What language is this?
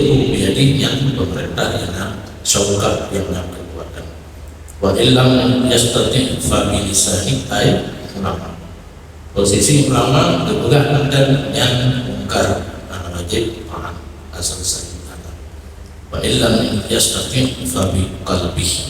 Achinese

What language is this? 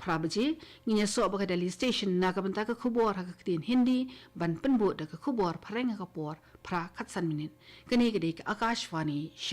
Khasi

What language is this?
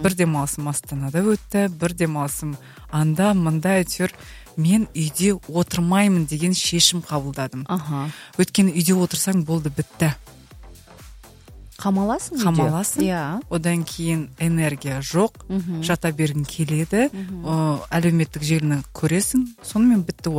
Kazakh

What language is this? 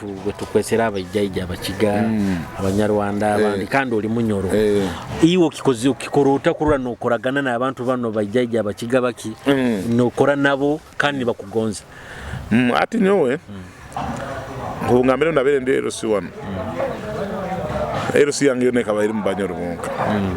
Nyoro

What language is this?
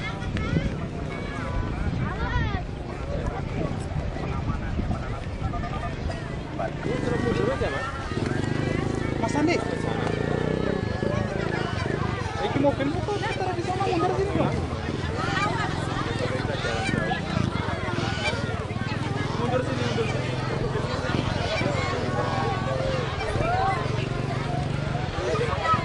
Indonesian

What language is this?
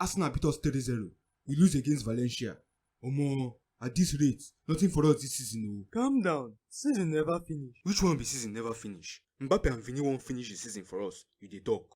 Nigerian Pidgin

